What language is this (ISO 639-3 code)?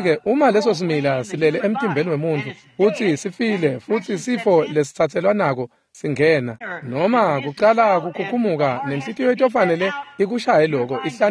ssw